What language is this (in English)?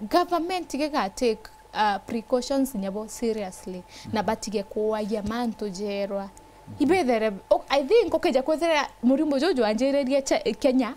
Meru